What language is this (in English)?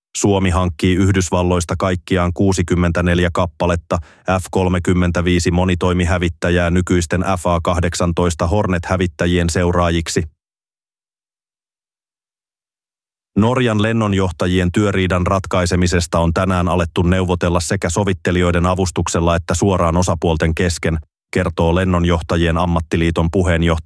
Finnish